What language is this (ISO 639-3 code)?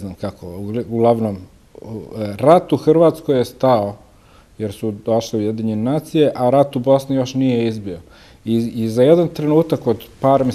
bos